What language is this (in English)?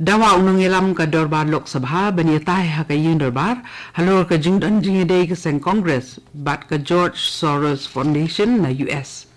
Khasi